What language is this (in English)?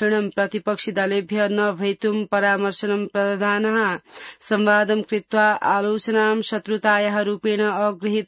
Sanskrit